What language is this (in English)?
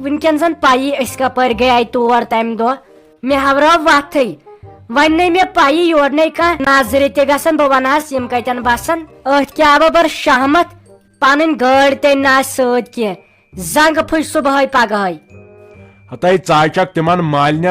Kashmiri